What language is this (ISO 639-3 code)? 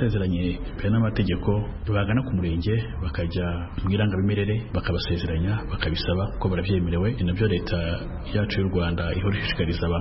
kin